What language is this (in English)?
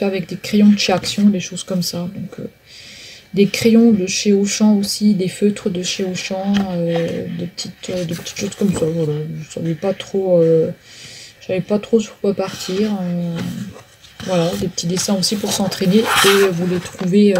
French